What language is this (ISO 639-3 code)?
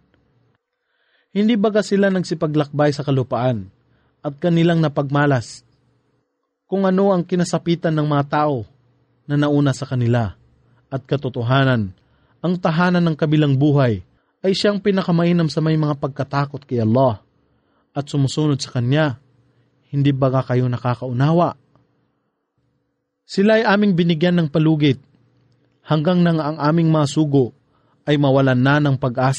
fil